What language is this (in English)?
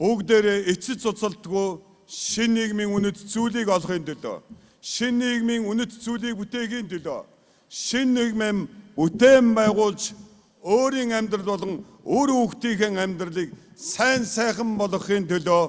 Mongolian